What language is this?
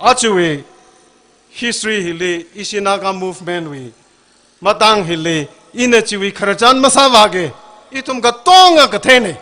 Tangkhul Naga (India)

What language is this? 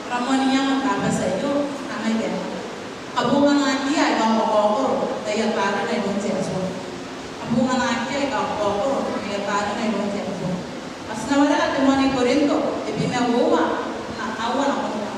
Gilbertese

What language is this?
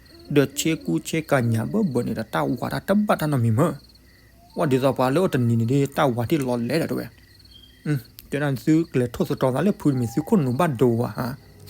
S'gaw Karen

